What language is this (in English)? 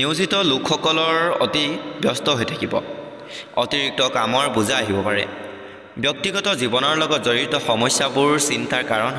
Assamese